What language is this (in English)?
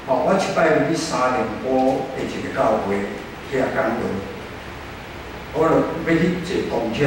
Min Nan Chinese